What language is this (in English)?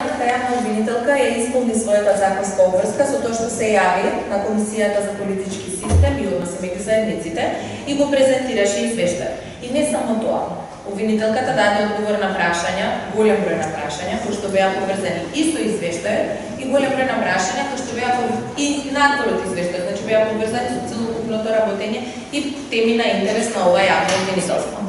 Macedonian